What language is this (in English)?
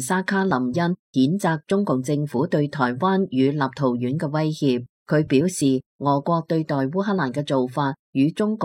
Cantonese